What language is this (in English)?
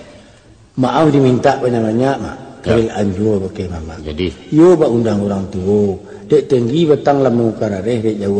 Minangkabau